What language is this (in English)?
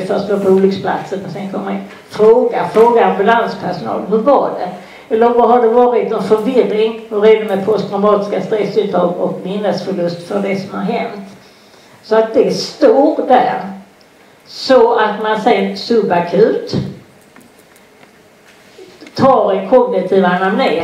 Swedish